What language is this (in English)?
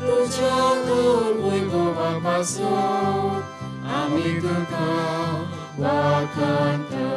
Konkani